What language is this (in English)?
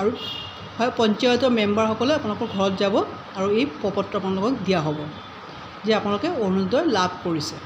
Assamese